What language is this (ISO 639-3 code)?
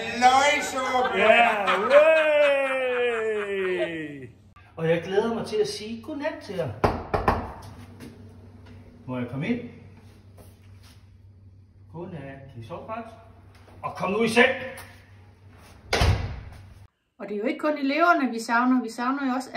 dan